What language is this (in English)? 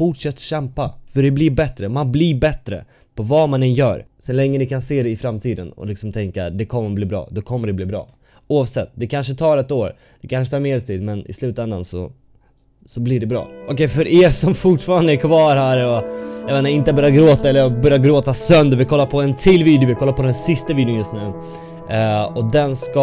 Swedish